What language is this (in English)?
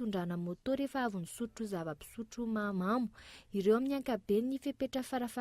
Malagasy